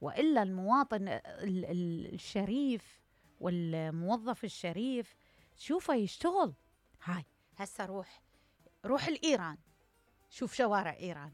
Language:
Mesopotamian Arabic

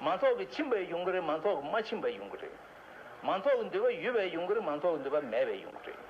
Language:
Tibetan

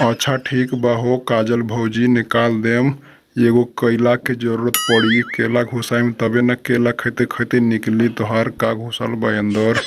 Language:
Bhojpuri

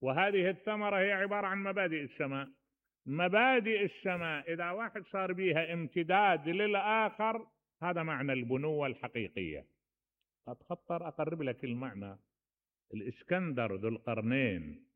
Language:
Mesopotamian Arabic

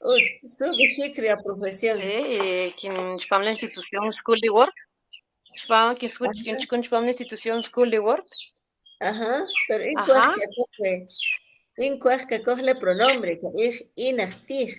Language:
Kʼicheʼ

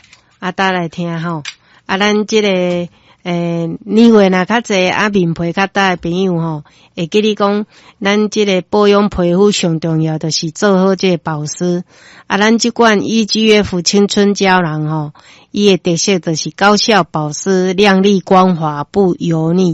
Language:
Min Nan Chinese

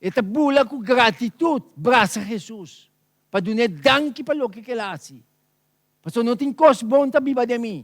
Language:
Papiamento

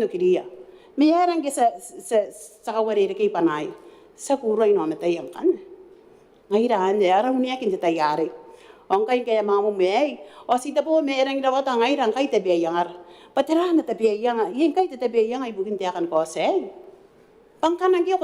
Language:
Gilbertese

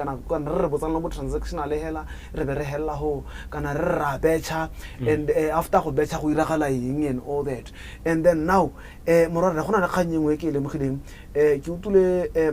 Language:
Tswana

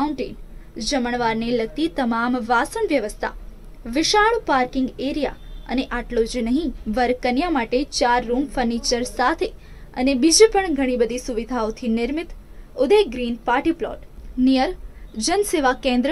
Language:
Gujarati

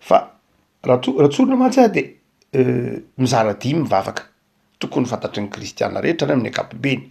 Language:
Malagasy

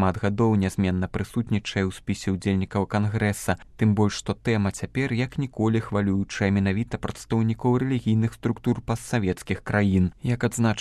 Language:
Belarusian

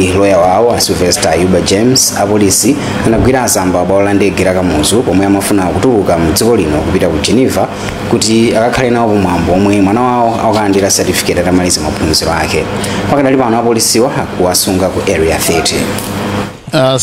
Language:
Nyanja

